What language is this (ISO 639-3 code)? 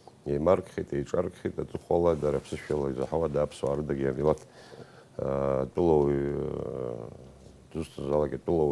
abk